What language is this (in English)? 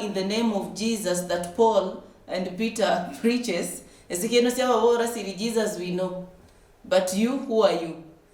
Luyia